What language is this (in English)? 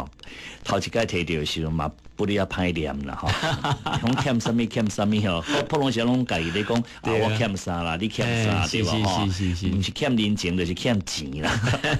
Min Nan Chinese